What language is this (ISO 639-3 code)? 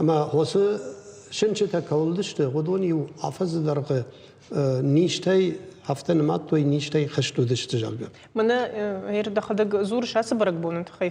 oss